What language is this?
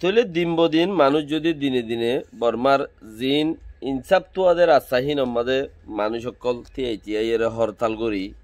Rohingya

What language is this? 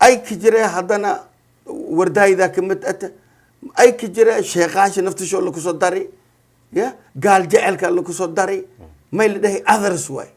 Somali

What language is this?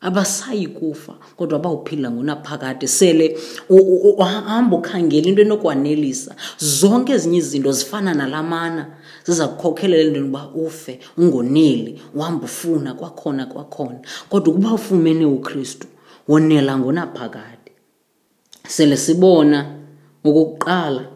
Xhosa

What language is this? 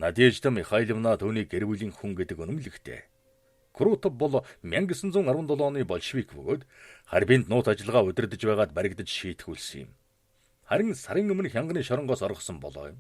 Mongolian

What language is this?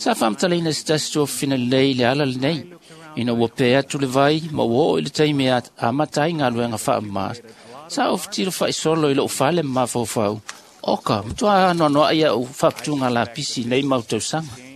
Samoan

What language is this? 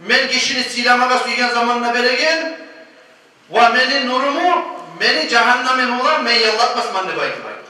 Kumyk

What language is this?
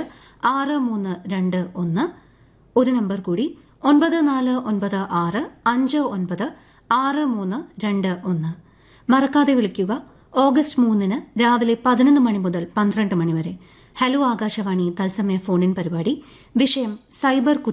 Malayalam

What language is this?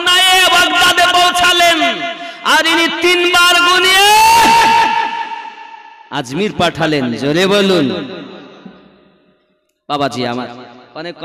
Bangla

